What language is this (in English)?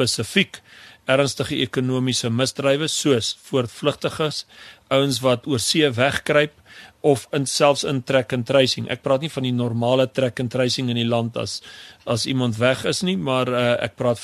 Afrikaans